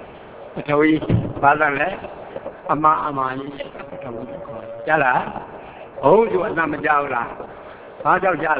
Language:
Burmese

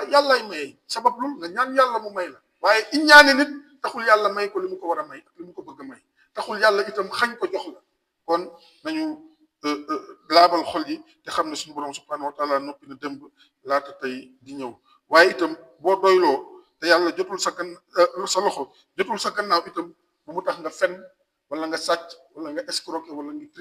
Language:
Wolof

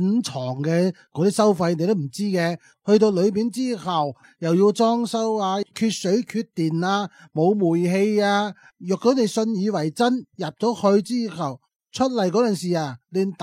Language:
Cantonese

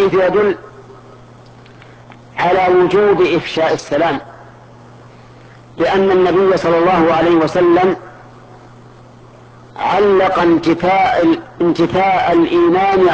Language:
Arabic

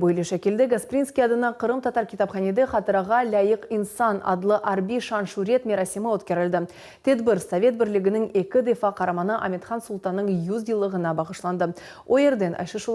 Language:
Crimean Tatar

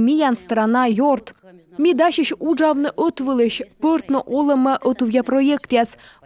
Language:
Komi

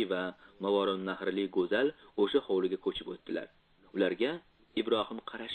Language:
Uzbek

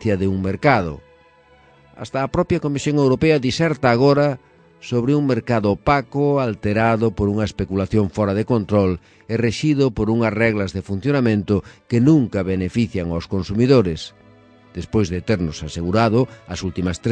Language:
Galician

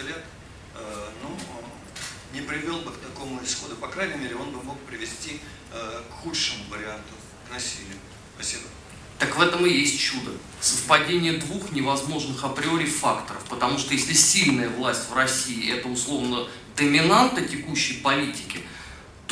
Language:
Russian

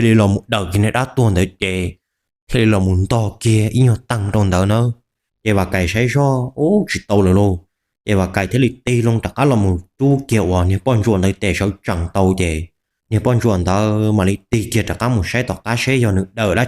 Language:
Hmong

